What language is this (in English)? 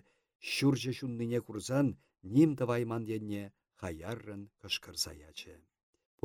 Chuvash